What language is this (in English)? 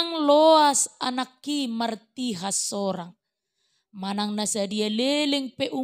Batak Toba